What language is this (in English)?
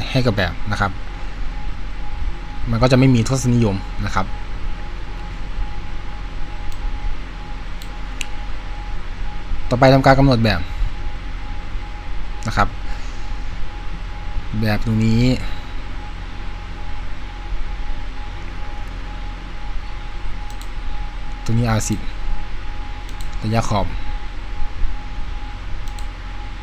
Thai